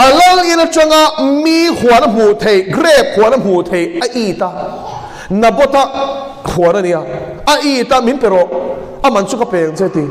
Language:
Mizo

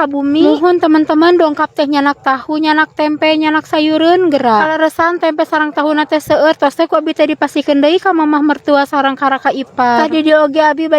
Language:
Sundanese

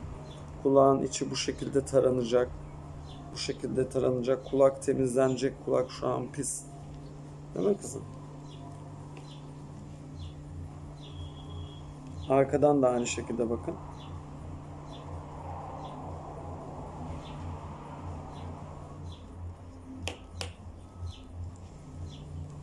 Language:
Turkish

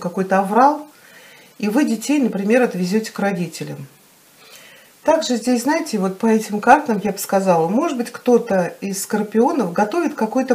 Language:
Russian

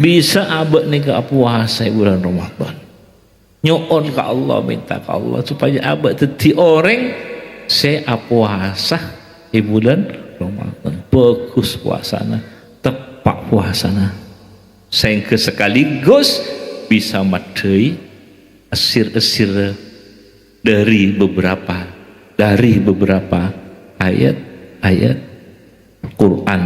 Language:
Madurese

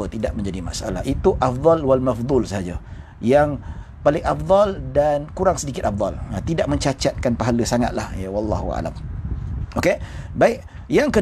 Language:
Malay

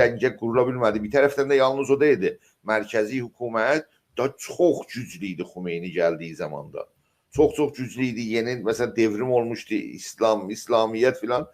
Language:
South Azerbaijani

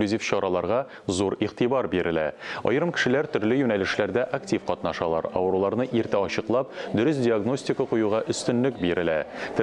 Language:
Tatar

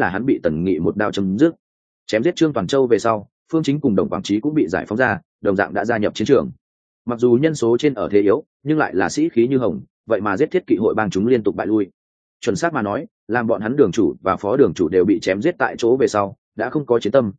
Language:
Vietnamese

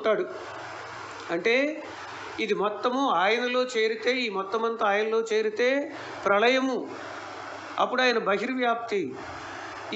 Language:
Telugu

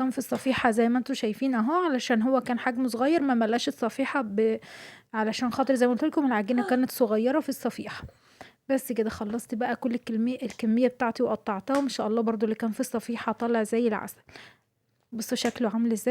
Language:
Egyptian Arabic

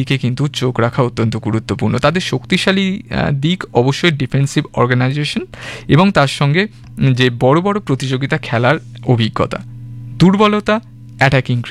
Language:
Bangla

